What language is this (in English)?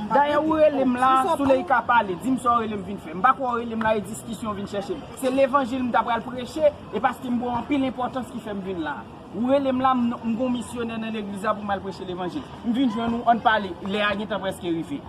Haitian Creole